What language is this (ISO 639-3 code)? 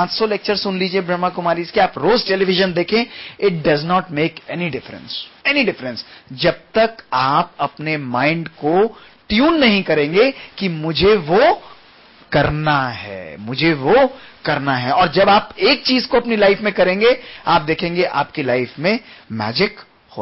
hin